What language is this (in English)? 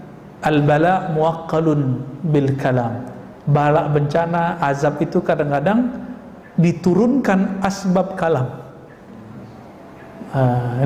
Indonesian